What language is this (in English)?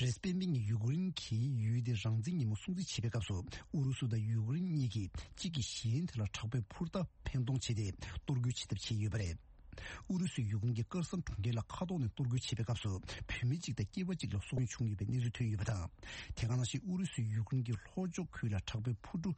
Tibetan